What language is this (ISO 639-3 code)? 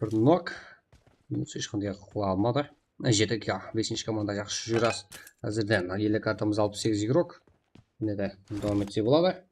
kaa